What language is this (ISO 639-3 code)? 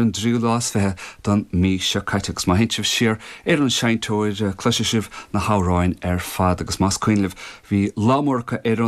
gle